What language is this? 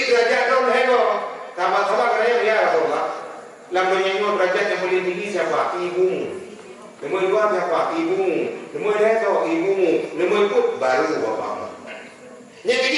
Achinese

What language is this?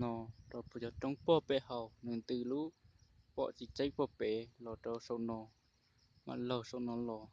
Hmong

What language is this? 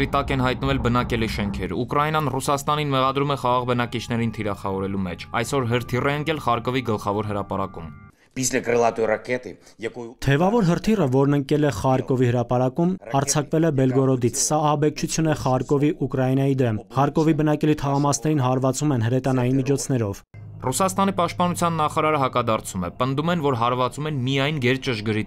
Armenian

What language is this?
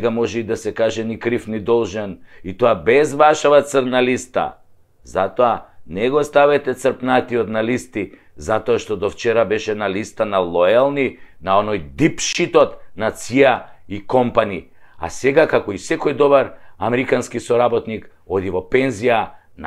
Macedonian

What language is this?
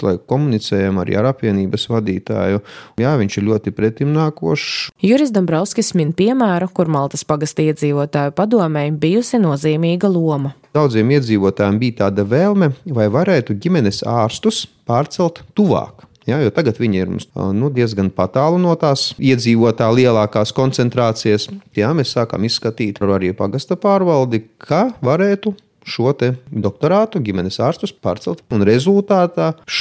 Latvian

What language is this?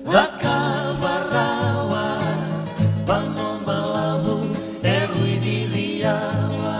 Fijian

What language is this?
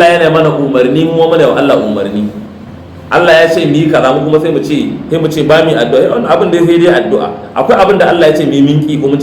Hausa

